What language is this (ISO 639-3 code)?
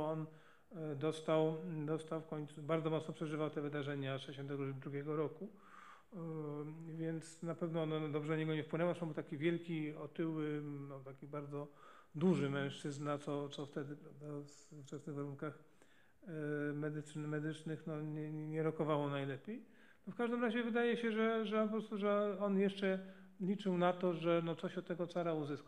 pol